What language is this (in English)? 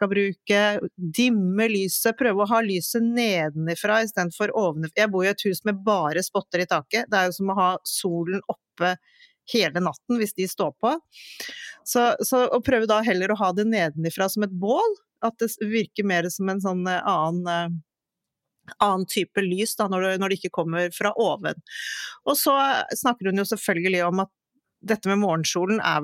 Norwegian